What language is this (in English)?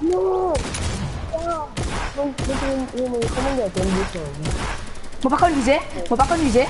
Morisyen